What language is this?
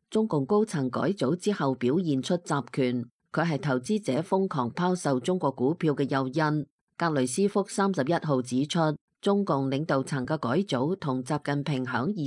Cantonese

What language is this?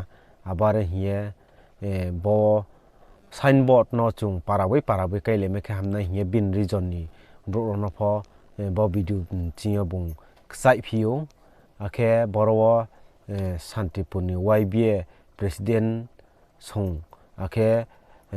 Riang (India)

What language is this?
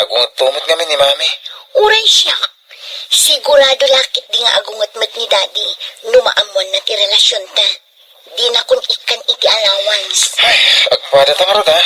Iloko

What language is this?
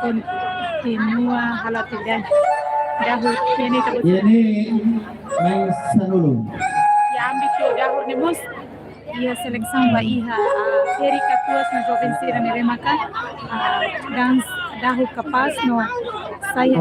Tetum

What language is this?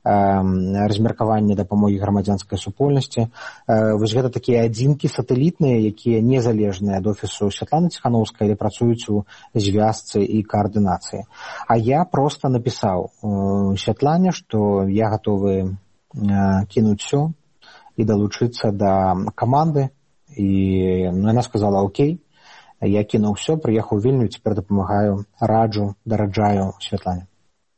Belarusian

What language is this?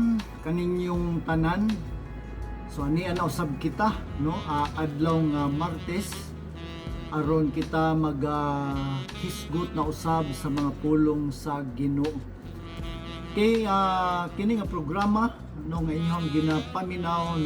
Cebuano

